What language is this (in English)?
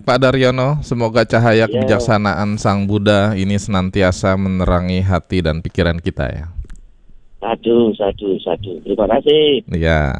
Indonesian